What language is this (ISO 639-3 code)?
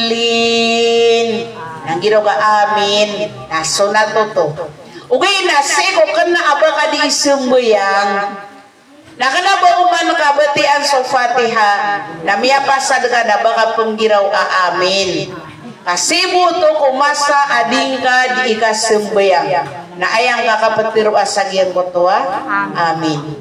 mrw